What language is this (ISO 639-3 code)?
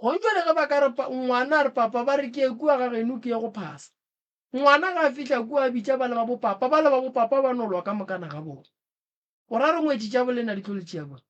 nso